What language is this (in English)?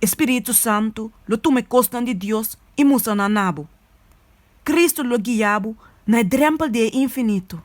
Papiamento